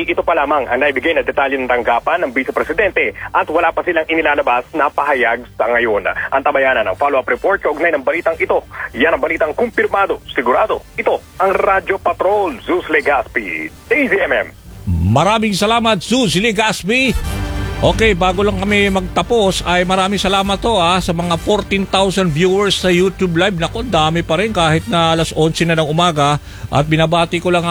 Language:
Filipino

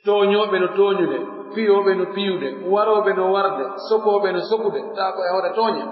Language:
Pular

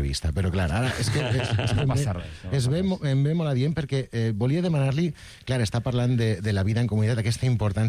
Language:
Catalan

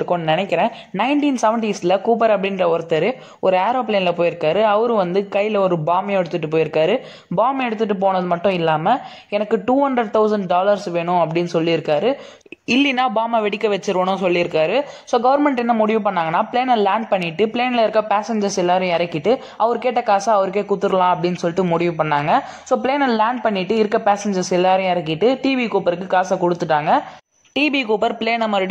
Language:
Tamil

